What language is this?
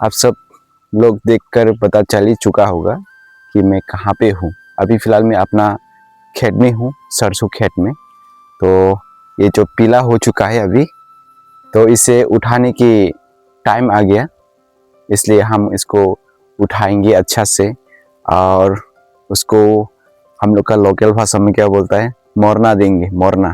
Dimasa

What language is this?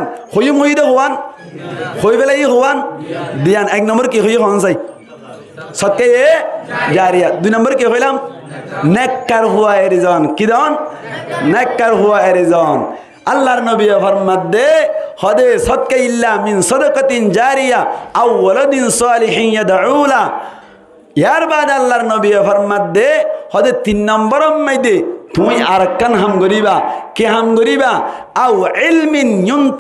Rohingya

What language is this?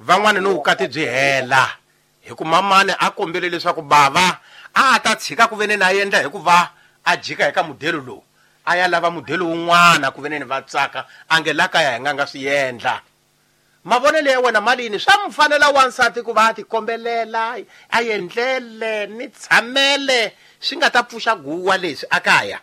Tsonga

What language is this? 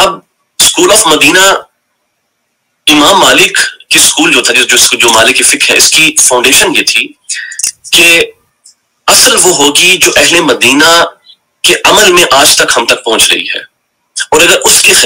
Urdu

